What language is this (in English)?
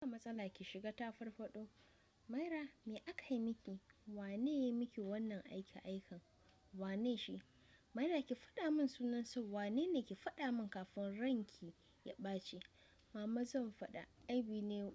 Hausa